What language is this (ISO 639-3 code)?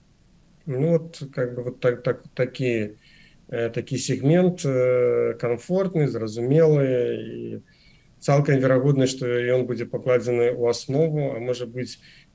bel